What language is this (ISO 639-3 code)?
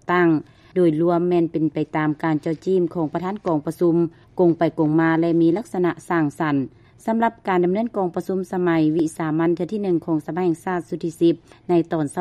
lao